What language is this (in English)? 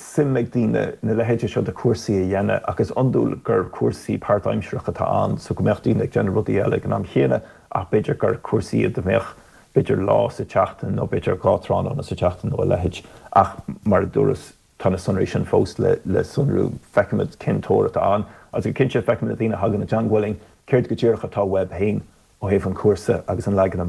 Irish